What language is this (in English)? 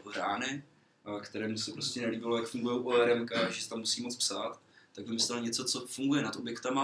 Czech